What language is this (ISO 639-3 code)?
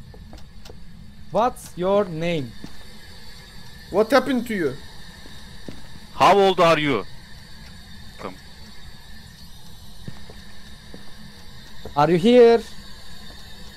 tur